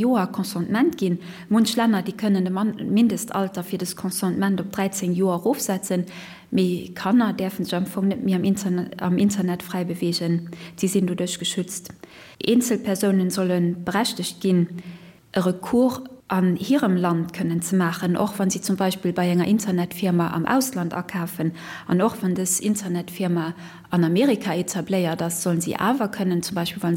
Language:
Luxembourgish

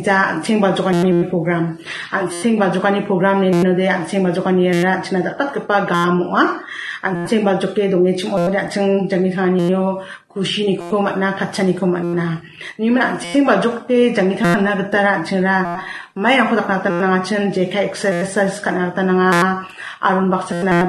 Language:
Garo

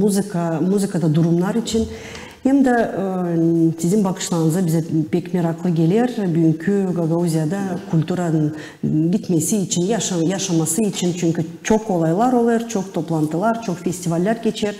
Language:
Gagauz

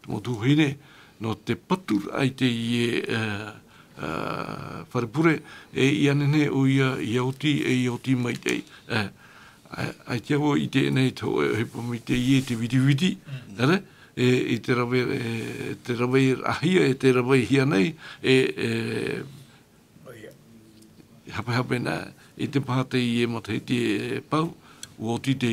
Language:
Tahitian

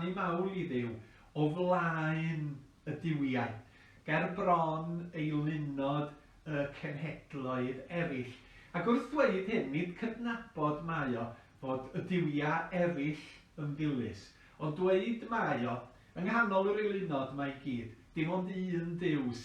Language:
Welsh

